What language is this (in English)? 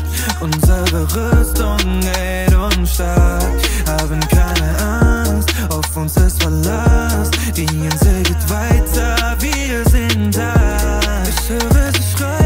German